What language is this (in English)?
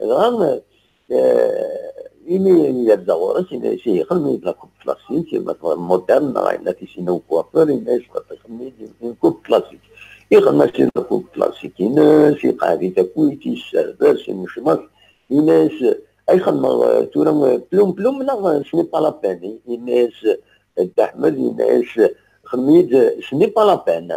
Kabyle